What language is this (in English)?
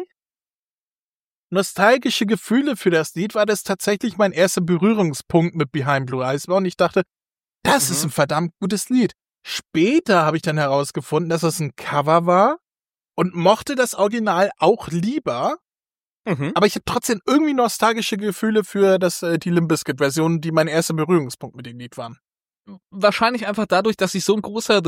German